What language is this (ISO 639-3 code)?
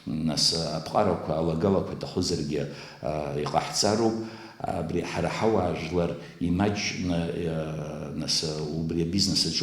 abk